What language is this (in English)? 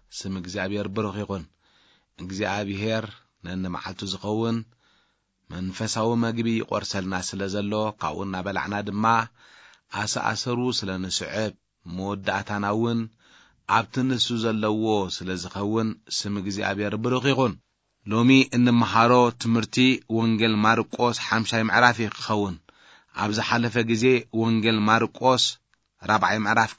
Tigrinya